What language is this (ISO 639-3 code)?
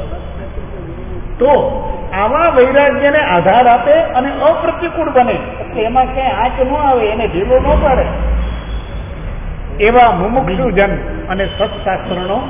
guj